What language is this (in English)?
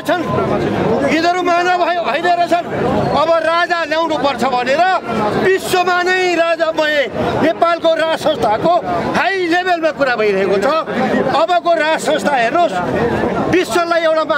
Nepali